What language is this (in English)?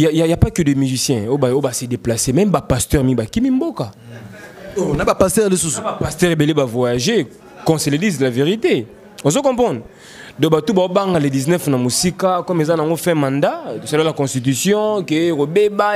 Lingala